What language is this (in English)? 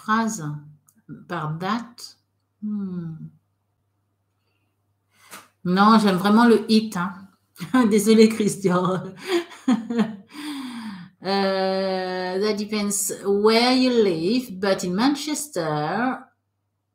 French